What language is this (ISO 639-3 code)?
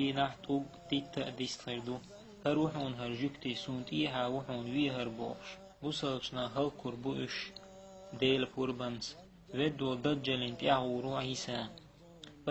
che